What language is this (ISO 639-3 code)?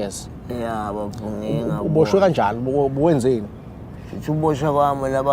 zul